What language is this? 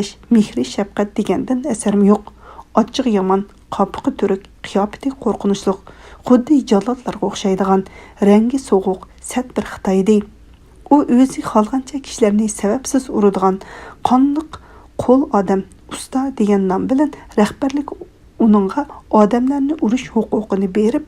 Uyghur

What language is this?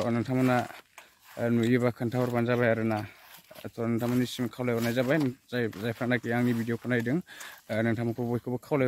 Bodo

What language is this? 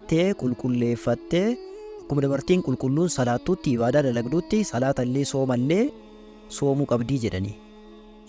Oromo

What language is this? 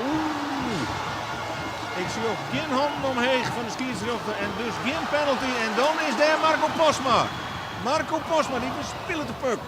Western Frisian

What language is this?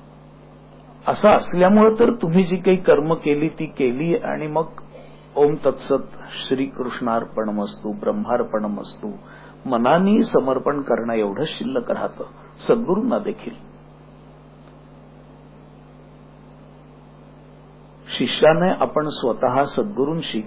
Marathi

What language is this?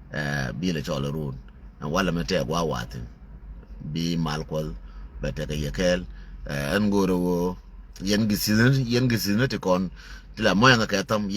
Nuer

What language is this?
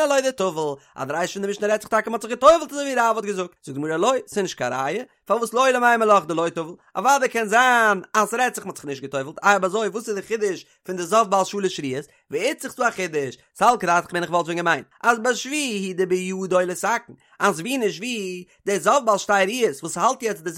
Yiddish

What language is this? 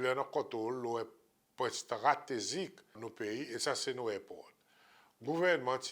Seselwa Creole French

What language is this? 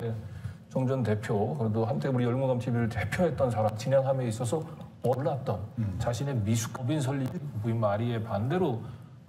Korean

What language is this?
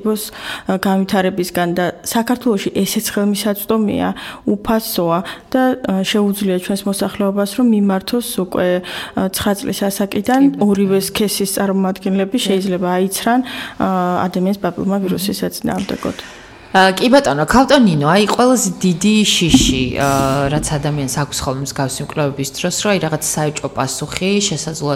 Georgian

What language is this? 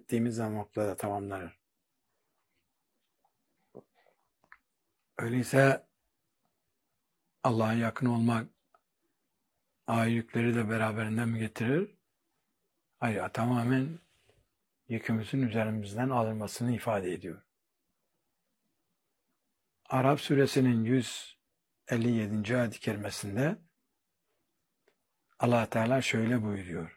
Turkish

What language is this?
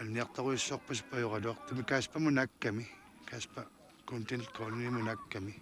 Kalaallisut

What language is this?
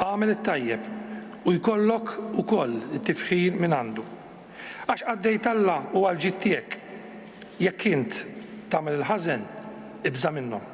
Maltese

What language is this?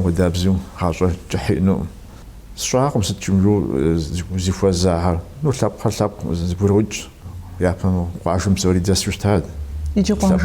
Kabardian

